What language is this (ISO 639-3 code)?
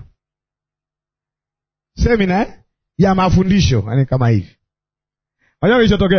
swa